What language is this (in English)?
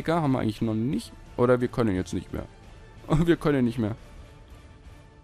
German